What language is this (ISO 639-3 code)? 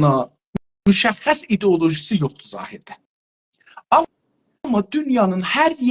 azb